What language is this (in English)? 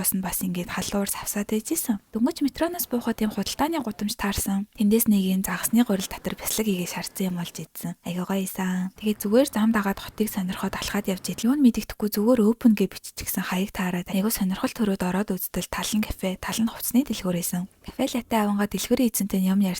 Mongolian